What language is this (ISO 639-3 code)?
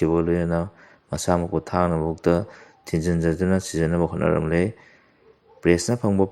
mni